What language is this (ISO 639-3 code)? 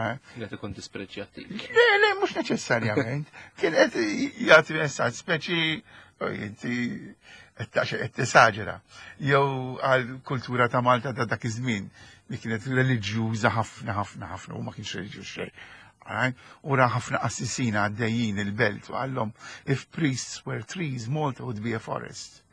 mlt